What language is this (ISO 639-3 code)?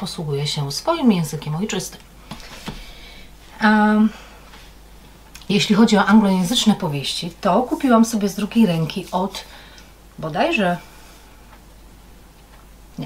pol